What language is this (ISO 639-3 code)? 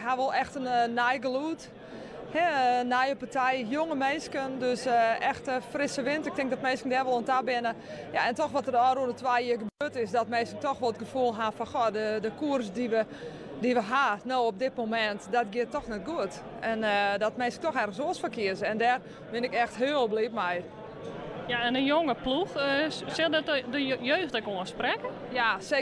fry